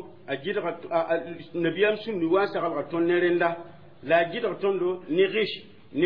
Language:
Mossi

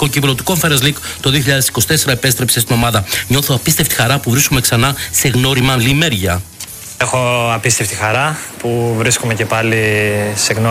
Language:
Greek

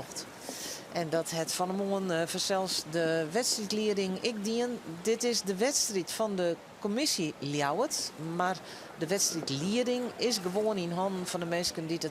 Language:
Western Frisian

